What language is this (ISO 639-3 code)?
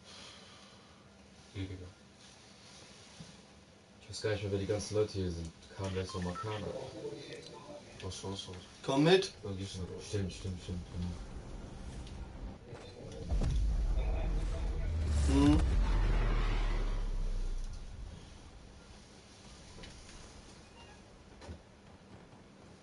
deu